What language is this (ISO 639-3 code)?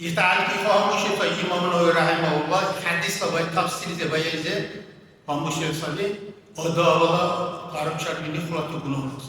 dar